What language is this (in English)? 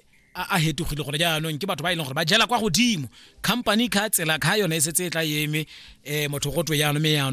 Tswana